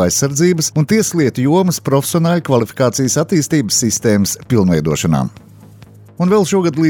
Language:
Latvian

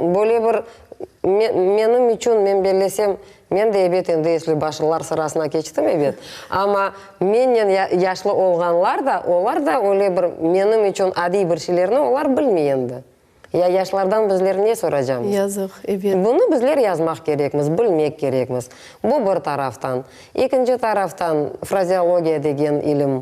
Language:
Crimean Tatar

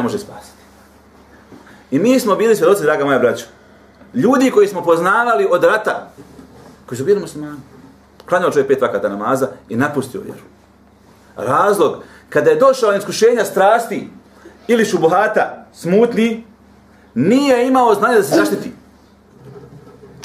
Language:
Bosnian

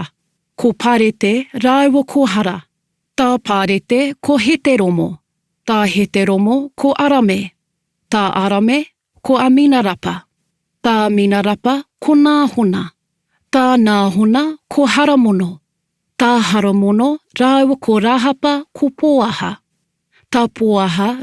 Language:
Māori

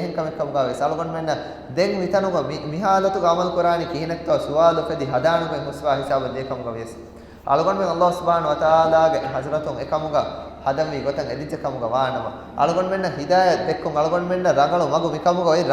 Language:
Divehi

